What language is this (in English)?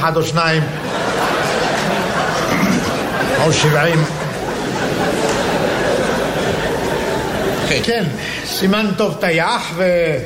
Hebrew